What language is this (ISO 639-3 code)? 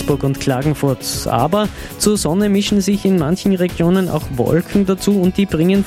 deu